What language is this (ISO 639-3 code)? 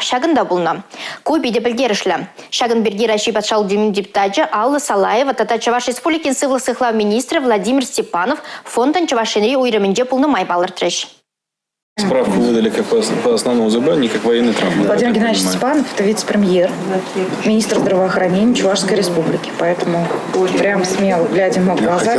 chv